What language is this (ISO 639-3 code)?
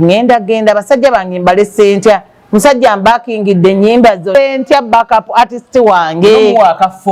lug